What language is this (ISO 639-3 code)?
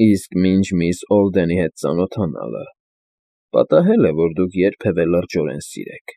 hye